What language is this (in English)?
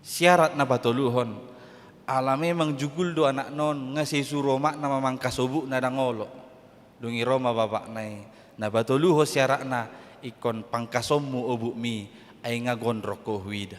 Batak Toba